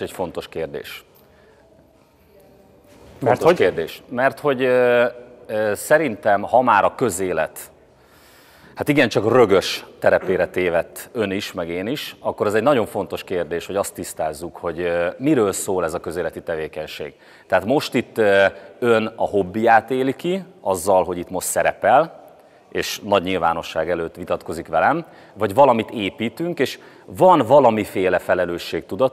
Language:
Hungarian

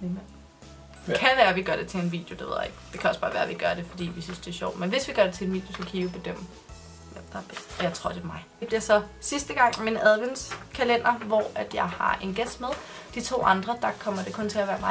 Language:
Danish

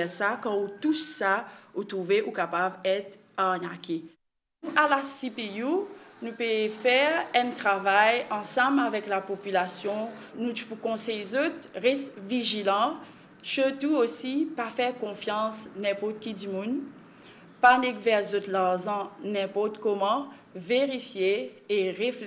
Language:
Morisyen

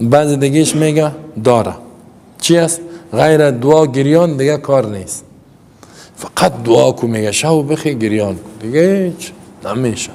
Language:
Persian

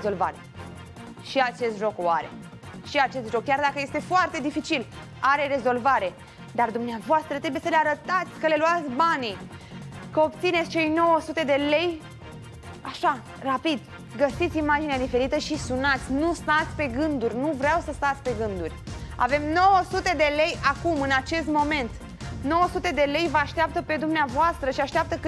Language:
Romanian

